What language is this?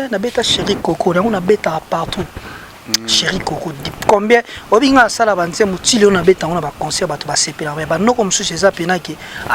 Lingala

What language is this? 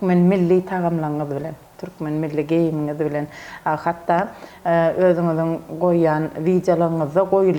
Turkmen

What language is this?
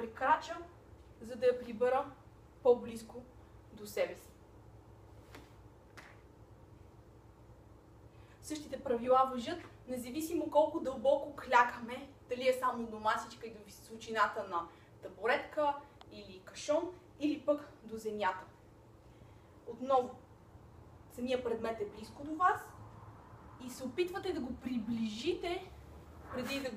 Bulgarian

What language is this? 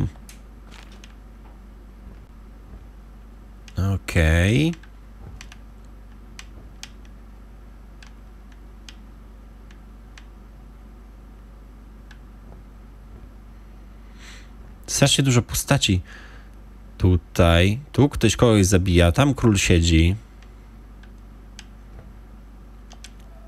Polish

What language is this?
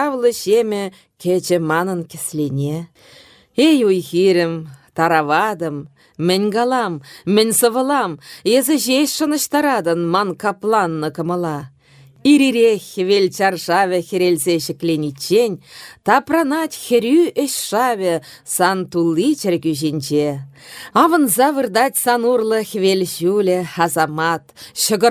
Chuvash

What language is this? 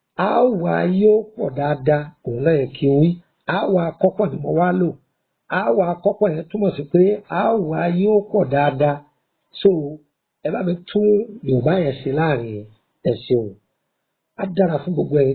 Yoruba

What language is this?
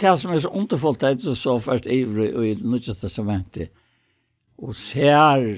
Faroese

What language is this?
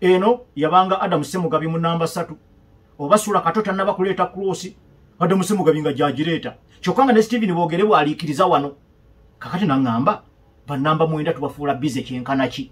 Ganda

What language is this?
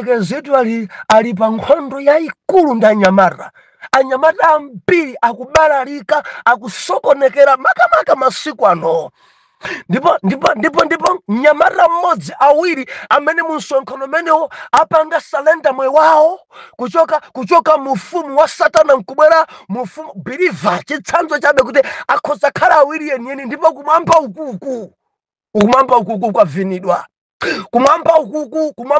Nyanja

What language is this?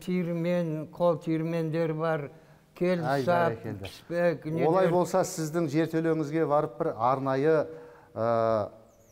Kazakh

